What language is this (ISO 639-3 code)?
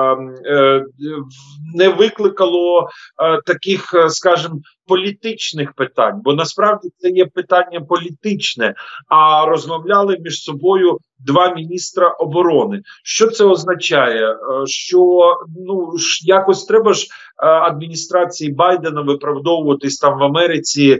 ukr